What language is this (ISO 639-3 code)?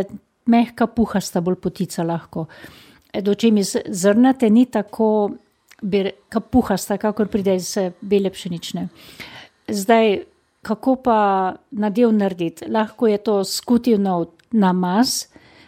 slv